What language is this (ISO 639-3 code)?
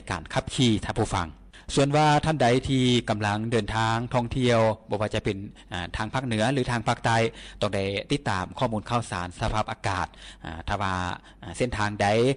lao